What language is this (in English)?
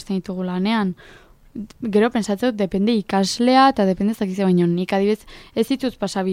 Basque